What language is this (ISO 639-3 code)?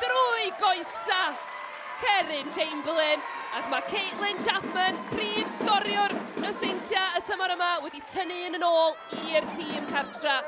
cym